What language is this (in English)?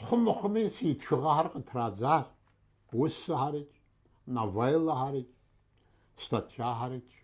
Kabardian